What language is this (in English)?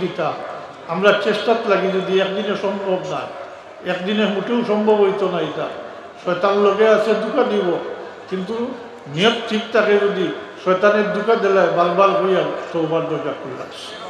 Sylheti